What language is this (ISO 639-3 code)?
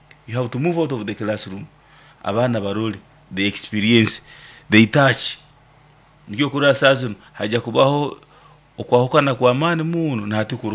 nyn